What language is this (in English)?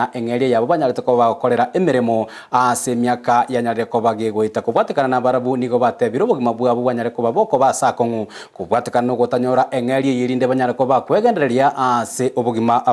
Gusii